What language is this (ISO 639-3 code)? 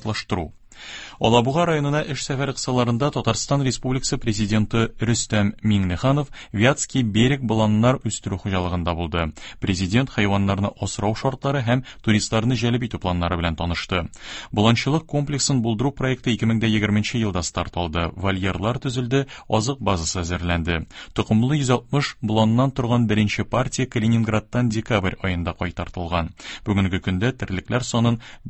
tat